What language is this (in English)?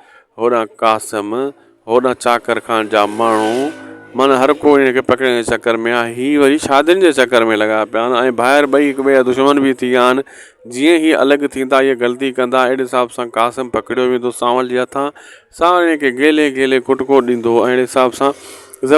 Sindhi